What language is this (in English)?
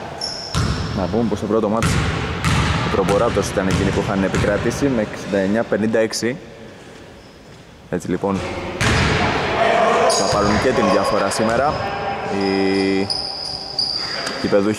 Greek